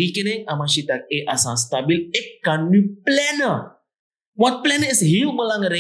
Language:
Sranan Tongo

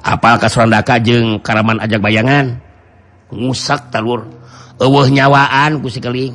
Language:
Sundanese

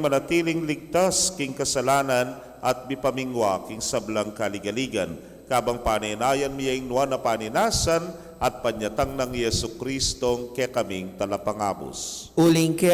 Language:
Pampanga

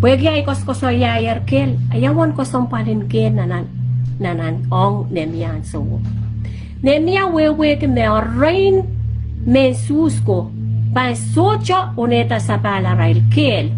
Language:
Pohnpeian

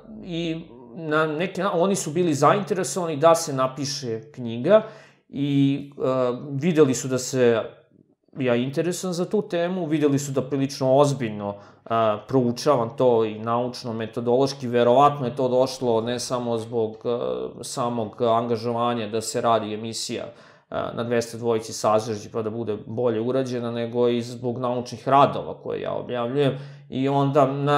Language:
Serbian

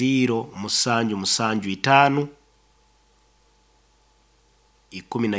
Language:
Nyoro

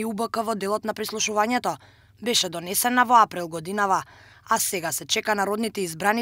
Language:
Macedonian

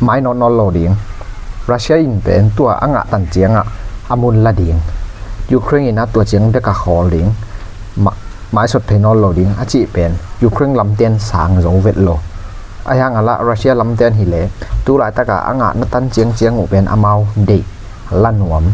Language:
Tedim Chin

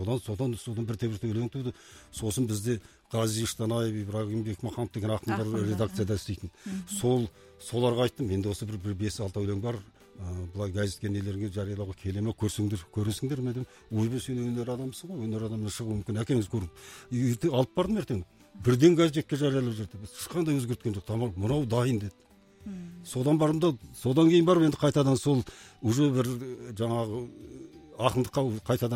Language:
Kazakh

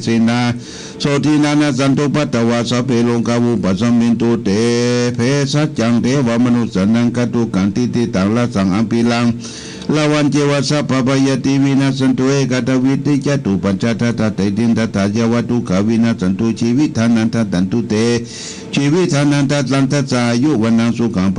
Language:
Pali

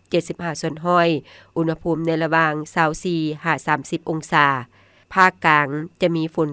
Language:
Lao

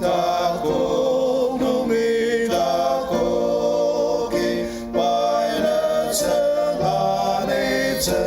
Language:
Ao Naga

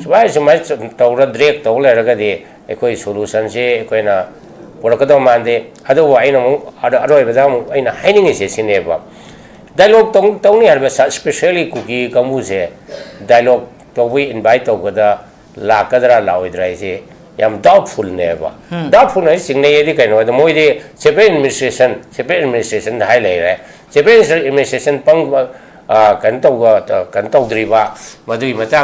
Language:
Manipuri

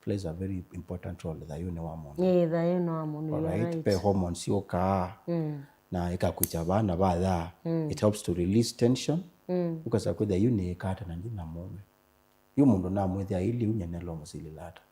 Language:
Kamba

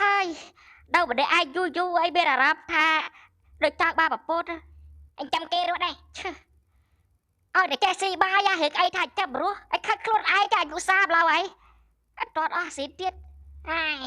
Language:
Khmer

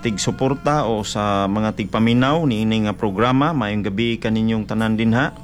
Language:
Cebuano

